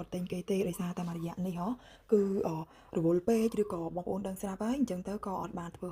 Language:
Khmer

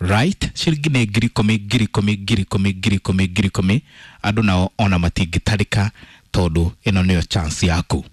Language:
Kikuyu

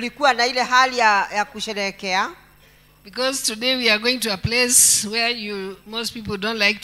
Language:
Swahili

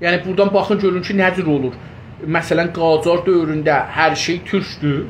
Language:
South Azerbaijani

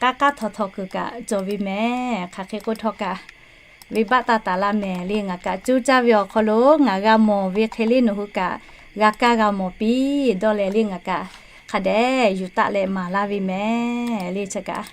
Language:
Lahu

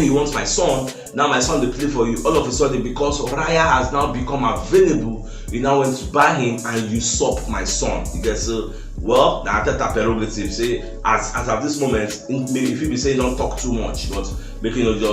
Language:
Nigerian Pidgin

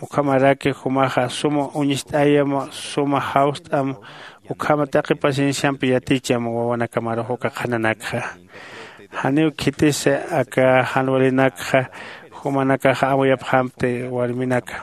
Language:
Aymara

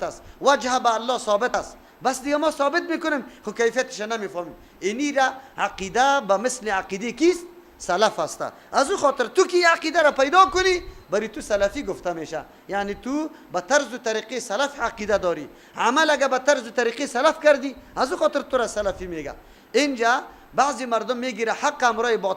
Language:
Persian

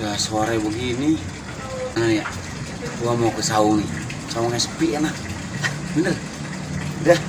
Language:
Betawi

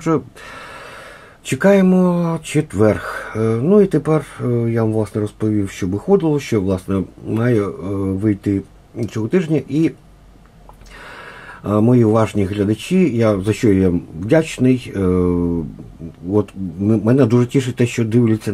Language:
Ukrainian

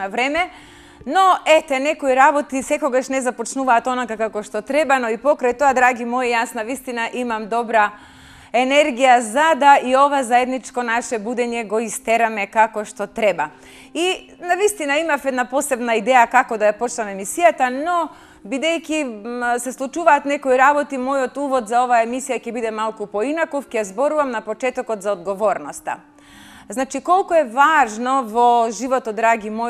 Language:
Macedonian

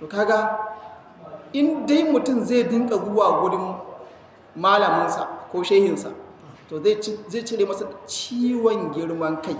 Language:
Hausa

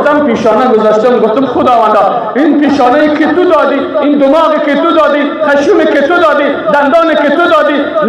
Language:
Persian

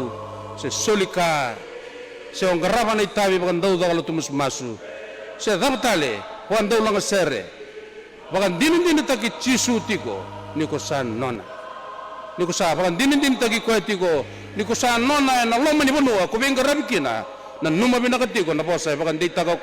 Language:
Fijian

